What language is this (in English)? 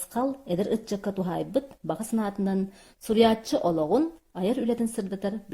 Yakut